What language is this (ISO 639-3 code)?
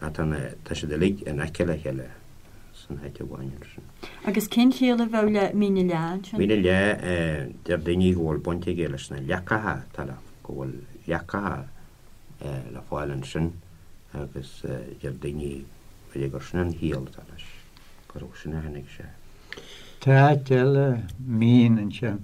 gle